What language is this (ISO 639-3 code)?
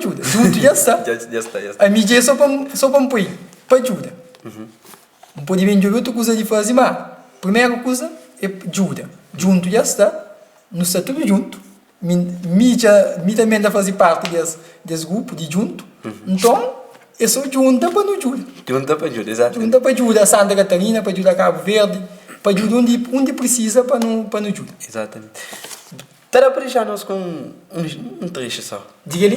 kea